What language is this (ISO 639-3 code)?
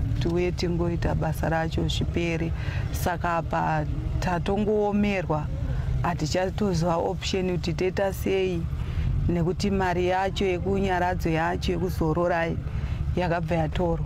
sna